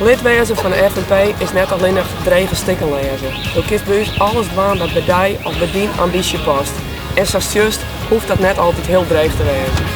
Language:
Western Frisian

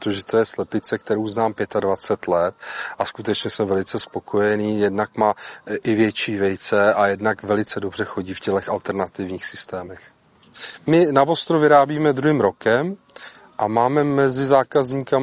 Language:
Czech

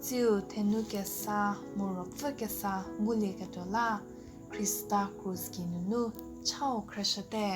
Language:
Angami Naga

